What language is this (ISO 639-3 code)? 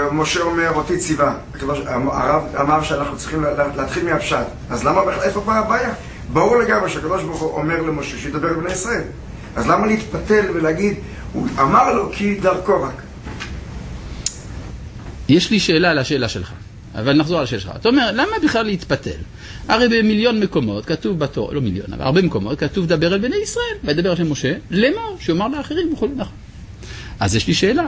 heb